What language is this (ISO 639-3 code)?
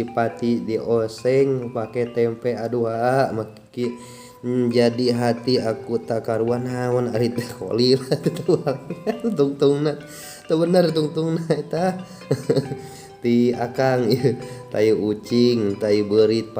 sun